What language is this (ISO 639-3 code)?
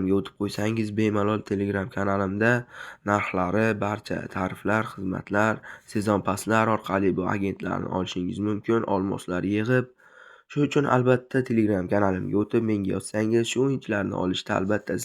uzb